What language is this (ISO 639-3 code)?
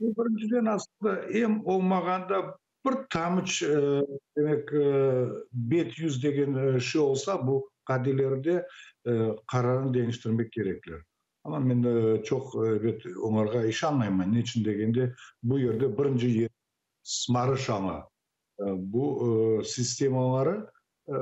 crh